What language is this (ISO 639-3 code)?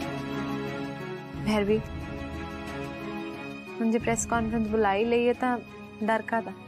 pan